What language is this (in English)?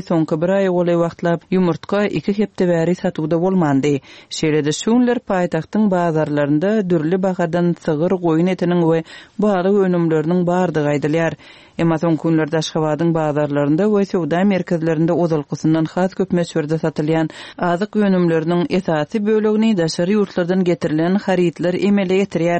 Turkmen